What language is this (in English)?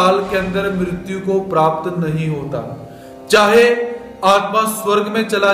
Hindi